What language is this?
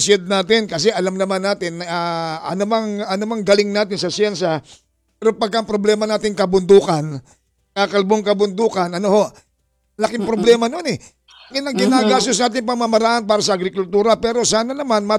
Filipino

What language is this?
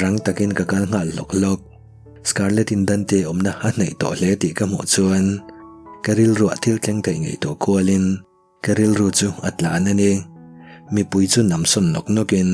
Mizo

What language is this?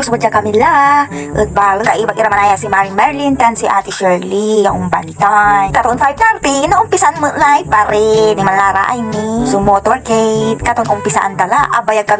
Pangasinan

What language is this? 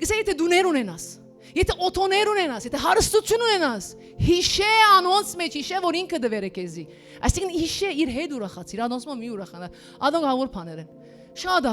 Western Armenian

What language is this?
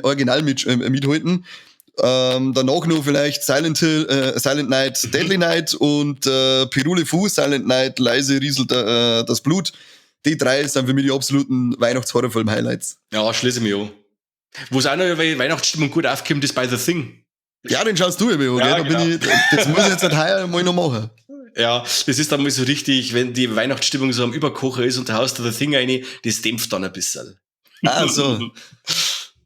Bavarian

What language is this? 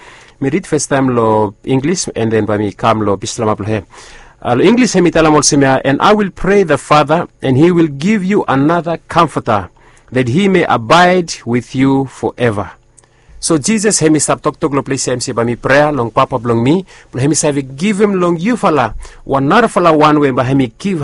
Bislama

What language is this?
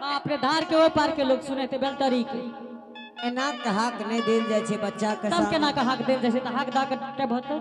Angika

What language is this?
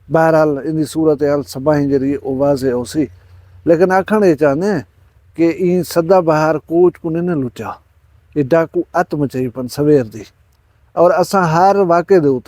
Saraiki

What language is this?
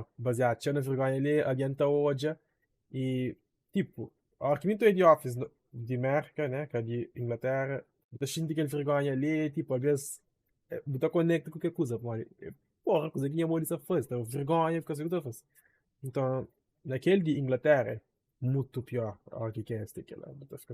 Kabuverdianu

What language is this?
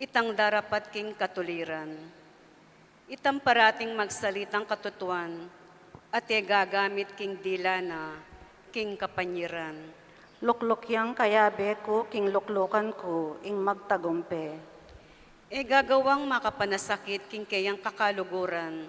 Pampanga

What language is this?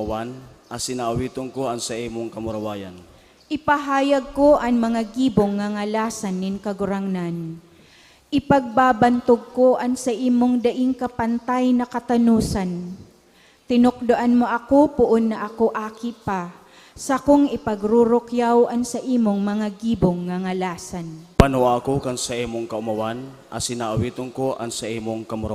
Bikol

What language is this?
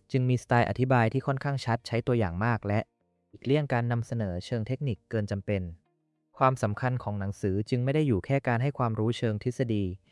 Thai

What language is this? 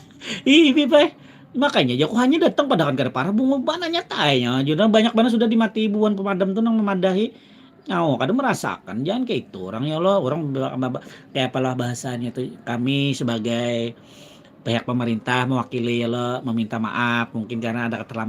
Banjar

